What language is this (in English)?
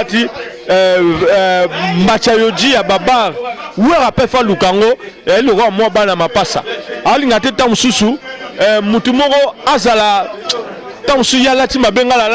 Lingala